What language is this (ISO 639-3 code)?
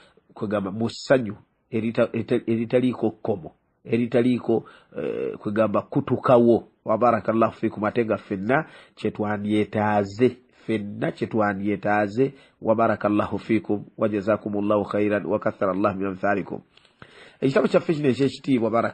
lug